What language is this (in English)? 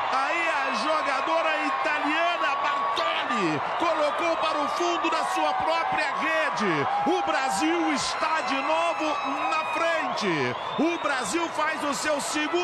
Portuguese